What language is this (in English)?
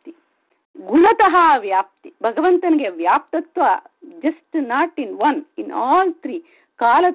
Kannada